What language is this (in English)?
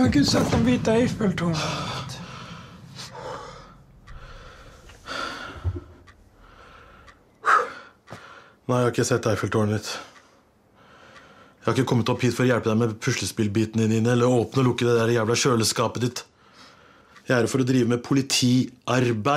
Norwegian